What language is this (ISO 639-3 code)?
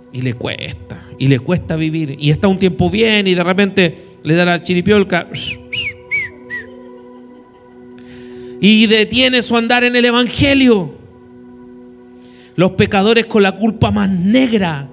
spa